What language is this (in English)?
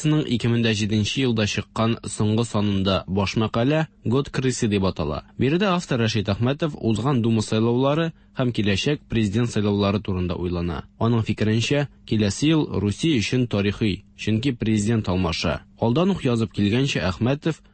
Tatar